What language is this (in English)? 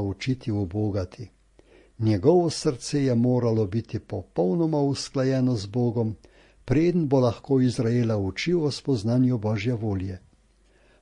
Slovenian